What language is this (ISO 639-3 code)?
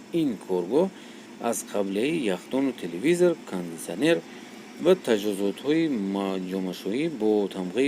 tgk